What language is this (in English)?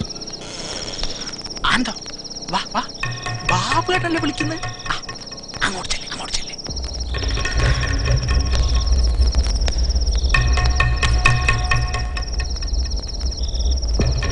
Malayalam